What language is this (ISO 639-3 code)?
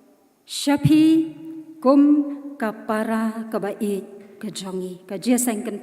kha